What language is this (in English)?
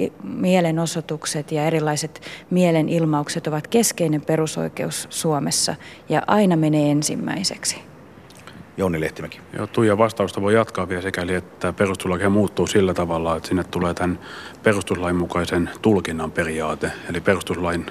Finnish